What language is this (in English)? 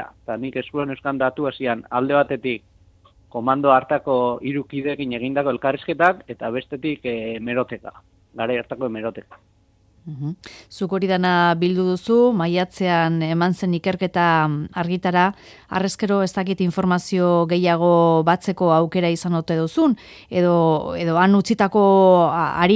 Basque